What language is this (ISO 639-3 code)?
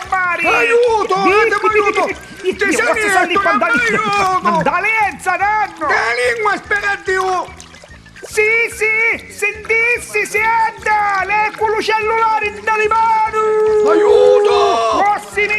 nap